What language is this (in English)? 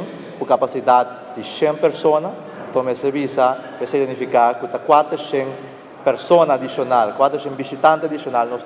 Papiamento